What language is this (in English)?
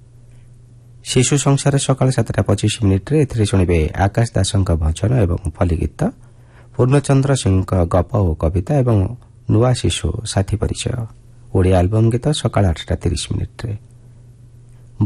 Odia